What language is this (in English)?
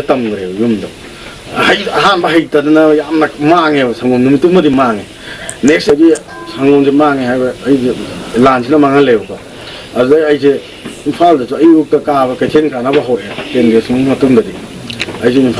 Manipuri